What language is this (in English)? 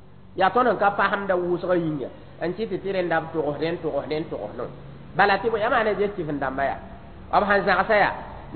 Mossi